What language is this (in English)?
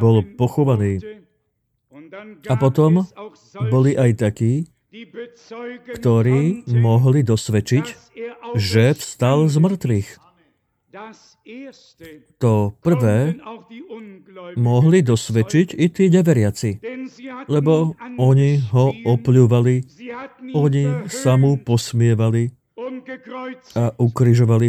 Slovak